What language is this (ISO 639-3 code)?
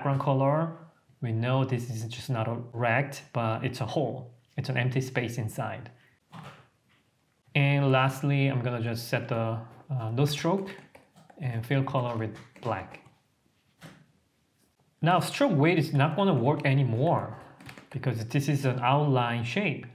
eng